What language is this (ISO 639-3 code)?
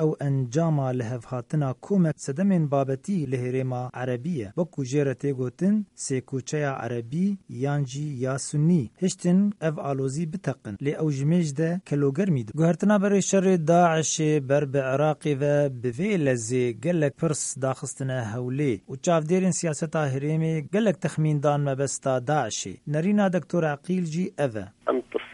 kur